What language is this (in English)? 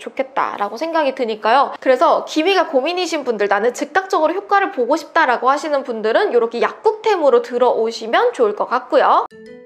Korean